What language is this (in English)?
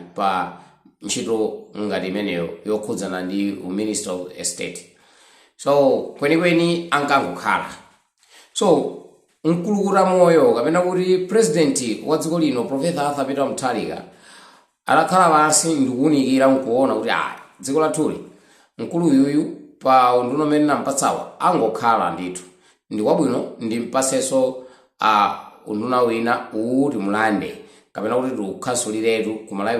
Nyanja